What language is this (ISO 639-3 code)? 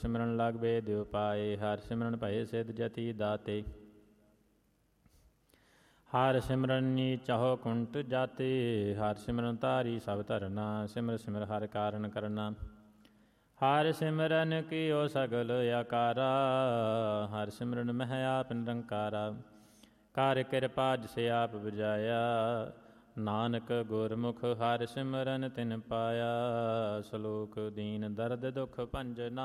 pan